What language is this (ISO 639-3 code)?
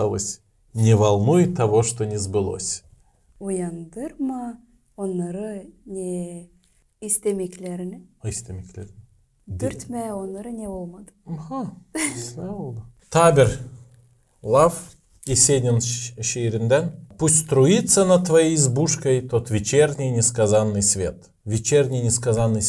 gag